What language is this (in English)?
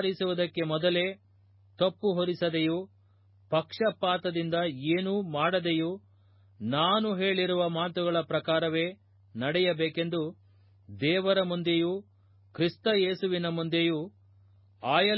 Kannada